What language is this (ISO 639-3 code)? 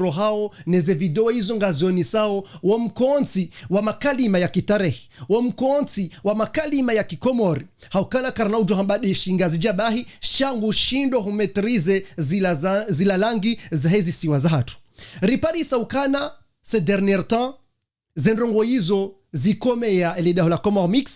zdj